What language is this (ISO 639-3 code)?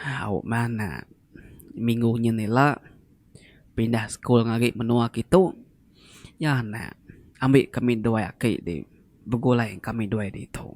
iba